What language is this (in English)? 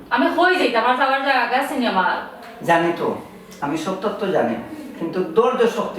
Sylheti